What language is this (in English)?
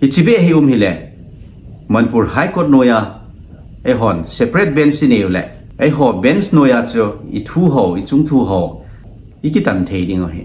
Thado Chin